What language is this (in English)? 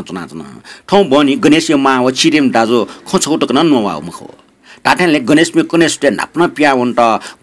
Newari